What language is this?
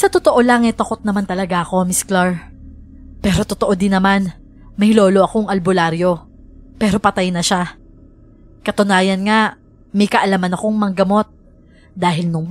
Filipino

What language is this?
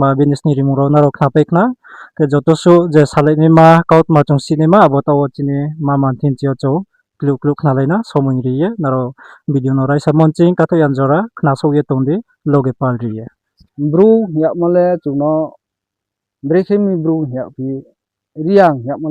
Riang (India)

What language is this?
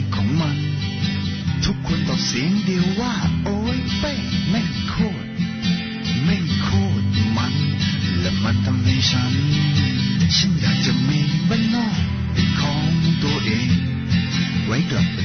Thai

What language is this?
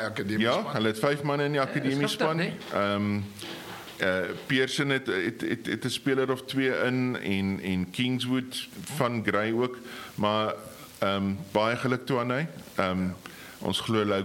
Afrikaans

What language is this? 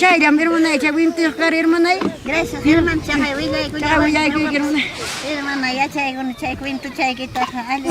Ayacucho Quechua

